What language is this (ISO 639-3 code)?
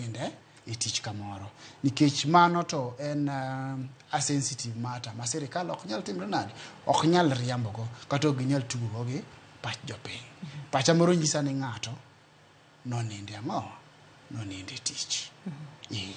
luo